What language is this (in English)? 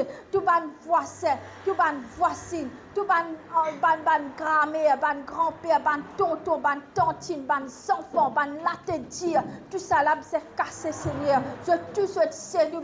Morisyen